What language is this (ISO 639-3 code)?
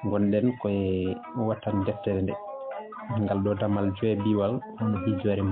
ful